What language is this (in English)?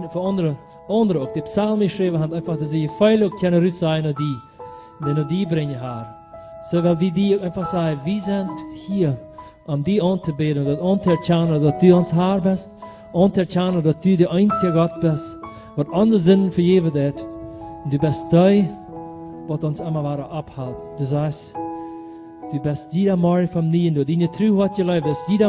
Plautdietsch